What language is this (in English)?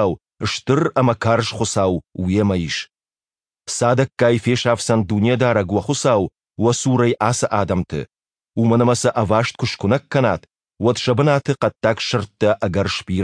Ossetic